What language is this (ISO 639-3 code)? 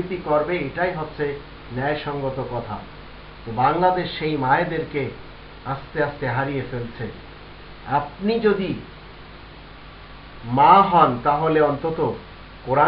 ben